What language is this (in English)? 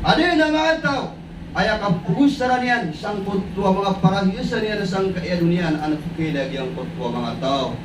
Maranao